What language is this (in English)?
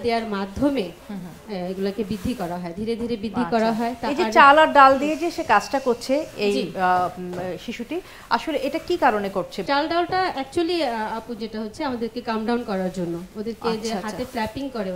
Bangla